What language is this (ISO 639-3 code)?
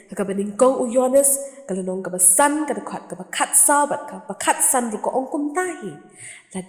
kha